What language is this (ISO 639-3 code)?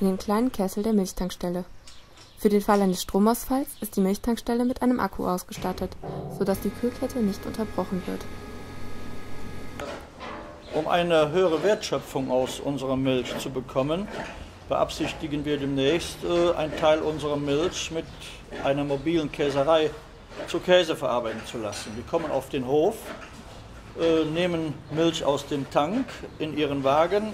deu